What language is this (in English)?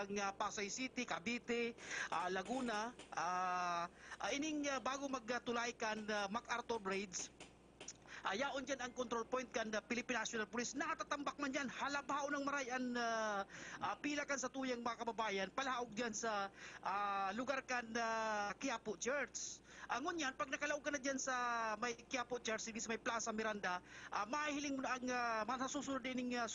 Bikol